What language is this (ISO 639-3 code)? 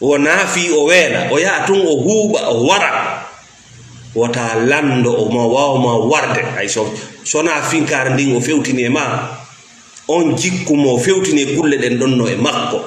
ful